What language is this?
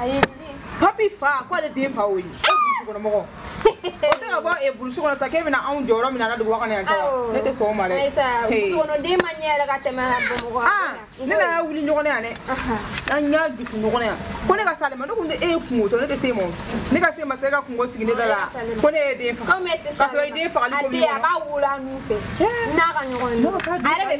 Bambara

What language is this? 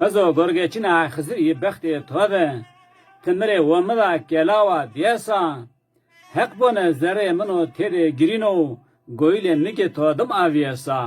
Zaza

